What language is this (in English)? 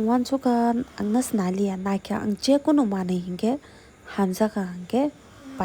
Kok Borok